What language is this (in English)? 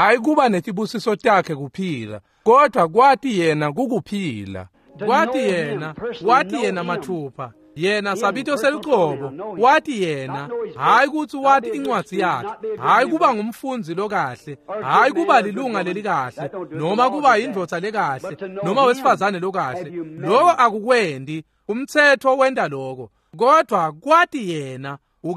Swati